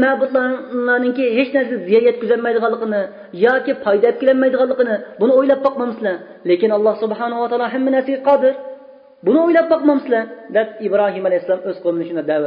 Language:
Uyghur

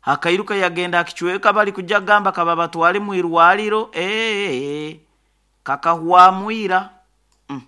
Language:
Nyoro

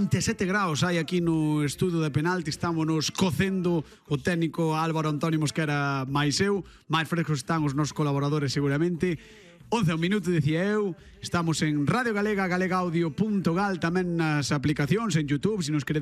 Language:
Galician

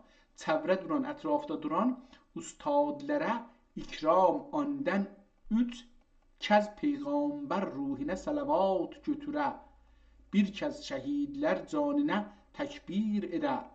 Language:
South Azerbaijani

